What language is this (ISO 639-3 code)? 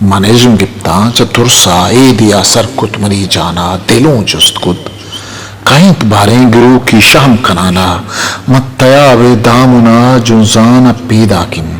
bgp